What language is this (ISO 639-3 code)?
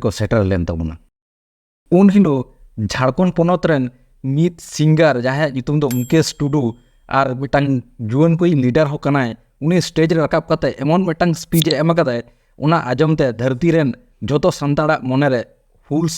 sat